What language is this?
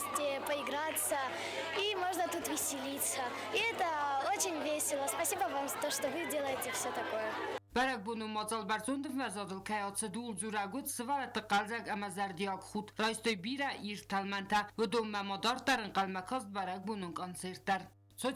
Ossetic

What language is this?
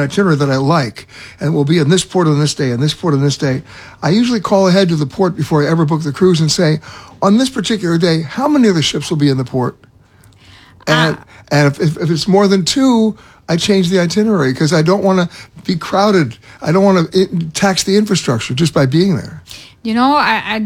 English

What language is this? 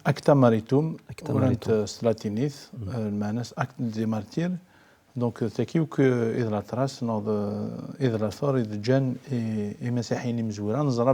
Kabyle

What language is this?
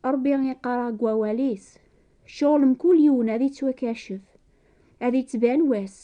Kabyle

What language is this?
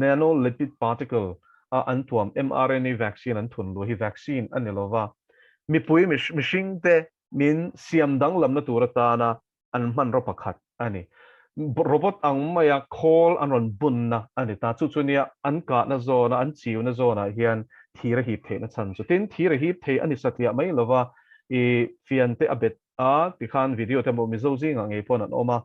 Mizo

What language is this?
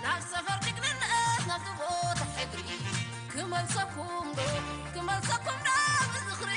Tigrinya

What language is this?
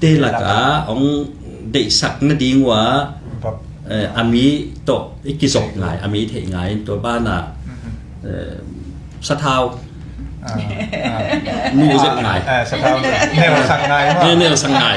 Tedim Chin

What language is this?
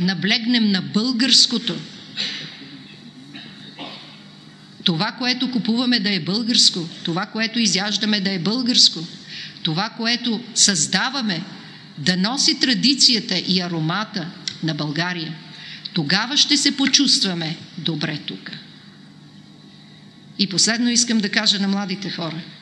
Bulgarian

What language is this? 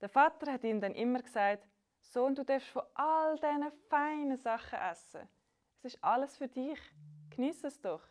Swiss German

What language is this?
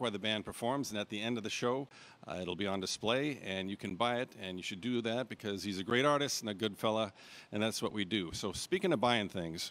English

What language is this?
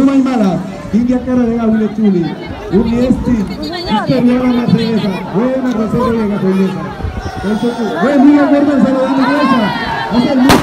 San Blas Kuna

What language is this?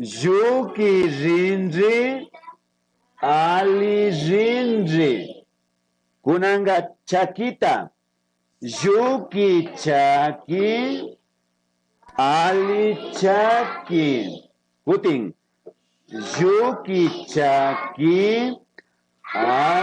Imbabura Highland Quichua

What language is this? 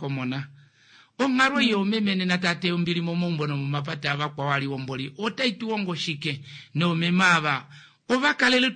Kuanyama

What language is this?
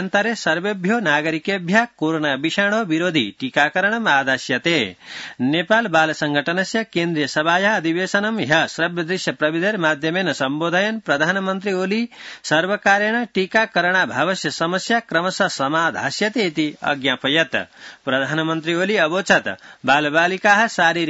Sanskrit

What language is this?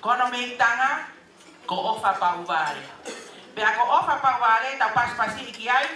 Tongan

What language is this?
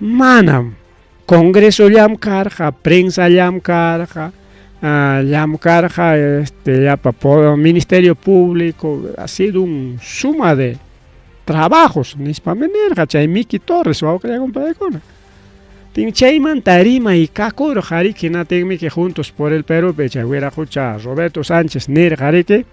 Ayacucho Quechua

